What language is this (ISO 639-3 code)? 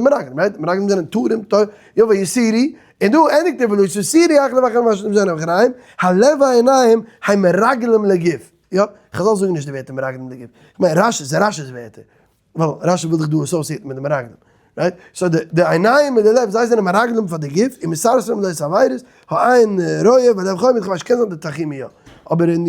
yid